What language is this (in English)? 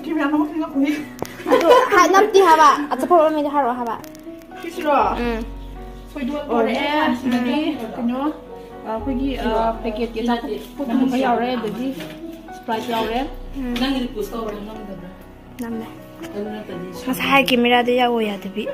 Manipuri